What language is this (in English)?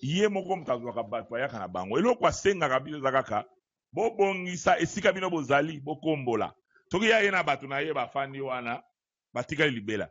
Lingala